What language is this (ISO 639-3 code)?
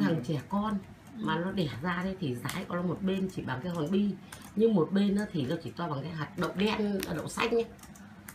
vie